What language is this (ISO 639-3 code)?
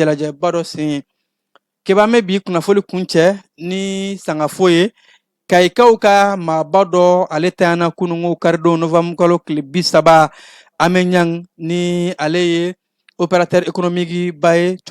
bam